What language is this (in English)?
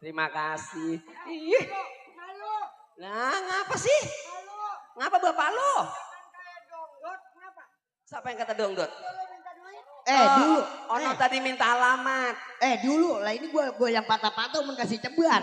Betawi